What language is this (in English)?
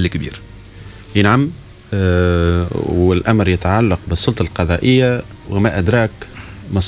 Tunisian Arabic